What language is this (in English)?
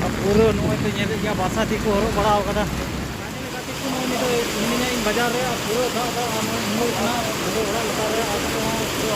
Santali